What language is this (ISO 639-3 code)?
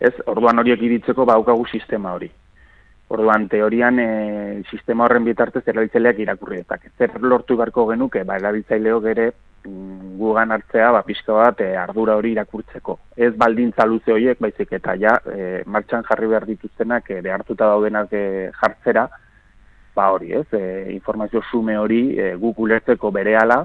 eus